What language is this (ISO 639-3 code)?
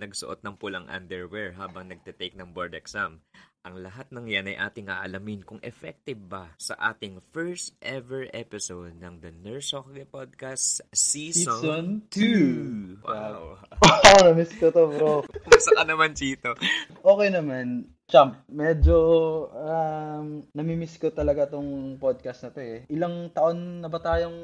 fil